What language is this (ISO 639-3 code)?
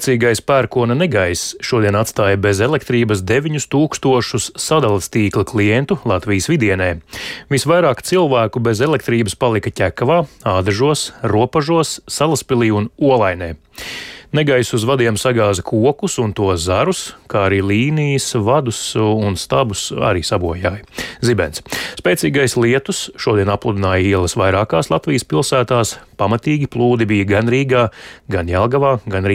lav